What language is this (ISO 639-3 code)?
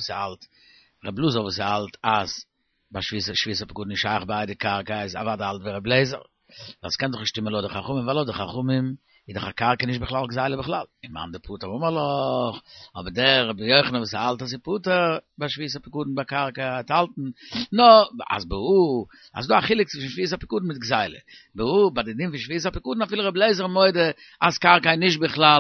yid